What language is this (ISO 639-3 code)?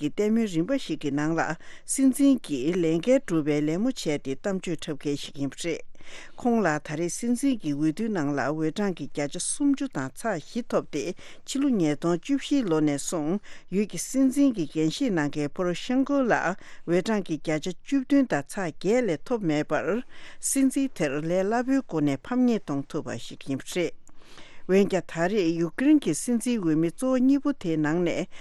bod